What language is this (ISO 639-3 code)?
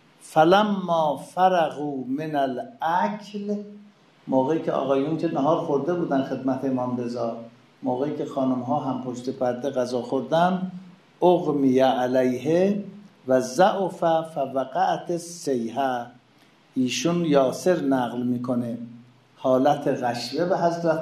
fas